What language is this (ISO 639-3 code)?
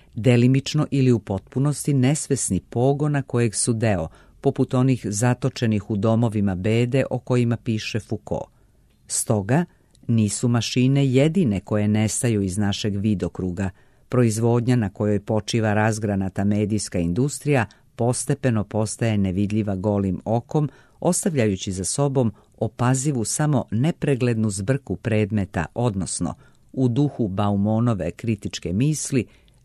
srp